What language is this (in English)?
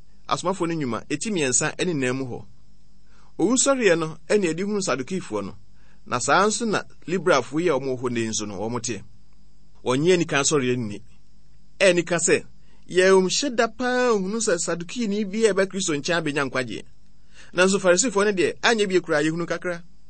Akan